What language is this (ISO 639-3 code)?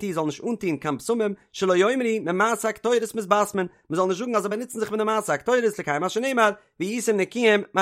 yid